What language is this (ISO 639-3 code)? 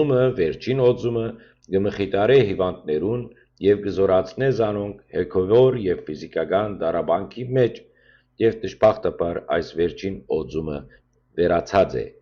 hyw